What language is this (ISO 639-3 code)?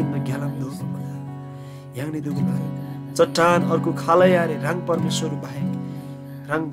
taj